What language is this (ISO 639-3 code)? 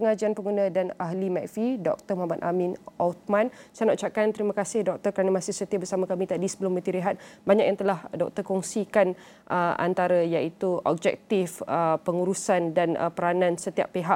msa